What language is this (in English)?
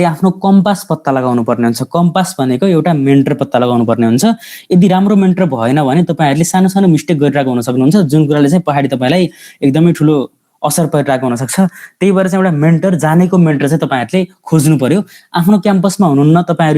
Nepali